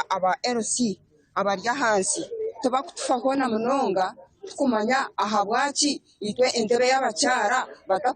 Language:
Nyankole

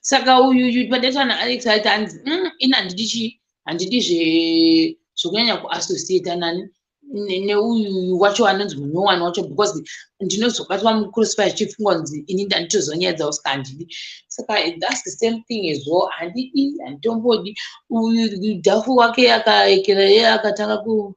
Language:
Shona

